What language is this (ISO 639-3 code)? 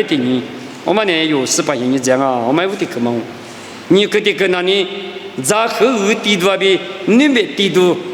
lis